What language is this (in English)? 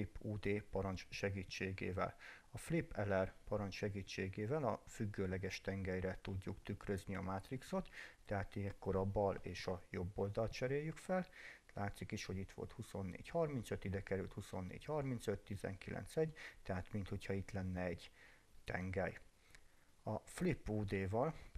Hungarian